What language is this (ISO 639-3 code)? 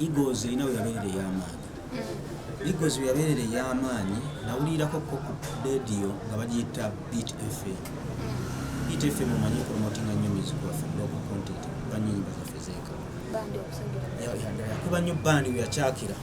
lug